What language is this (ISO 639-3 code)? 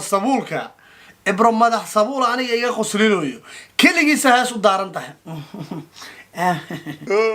som